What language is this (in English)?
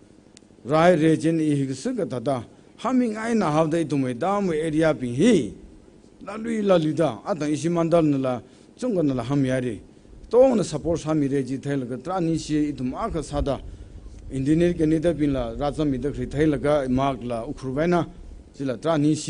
Tangkhul Naga (India)